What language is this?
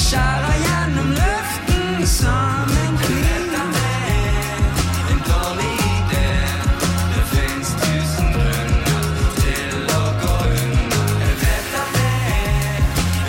Norwegian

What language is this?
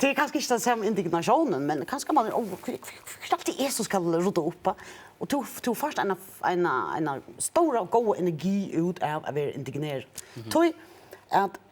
Faroese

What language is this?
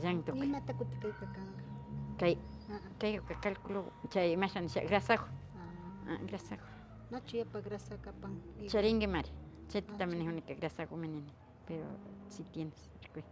Imbabura Highland Quichua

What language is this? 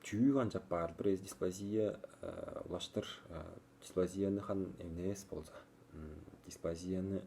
Tuvinian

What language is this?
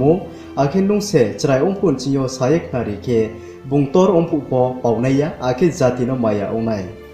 Riang (India)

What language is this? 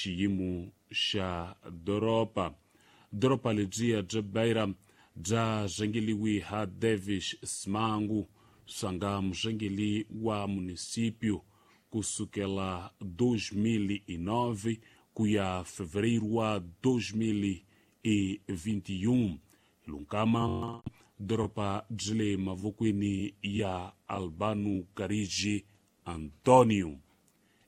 Tsonga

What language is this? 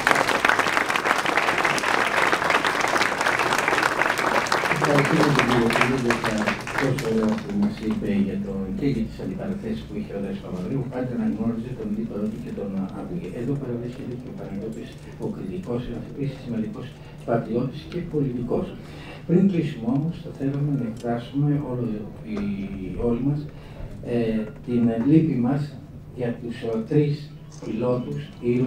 Greek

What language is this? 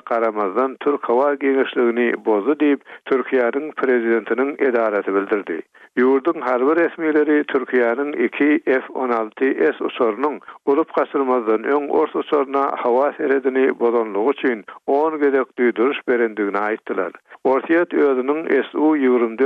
Turkmen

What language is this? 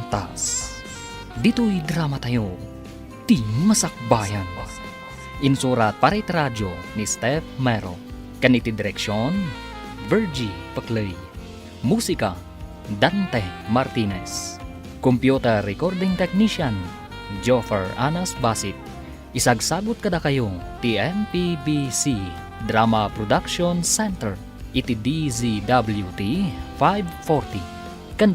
Iloko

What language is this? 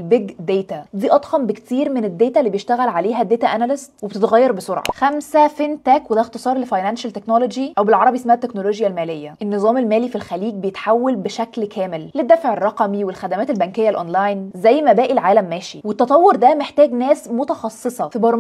Egyptian Arabic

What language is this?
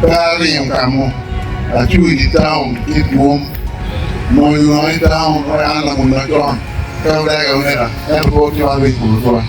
Acoli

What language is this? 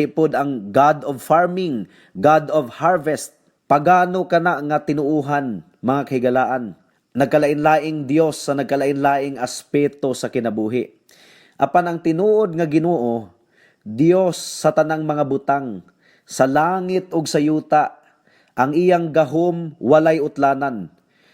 Cebuano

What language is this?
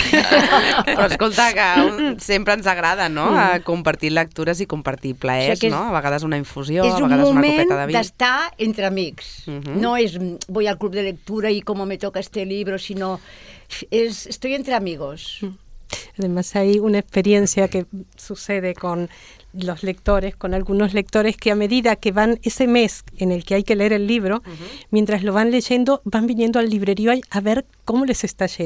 Catalan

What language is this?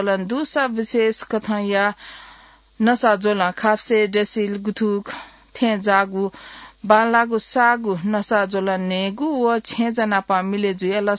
Newari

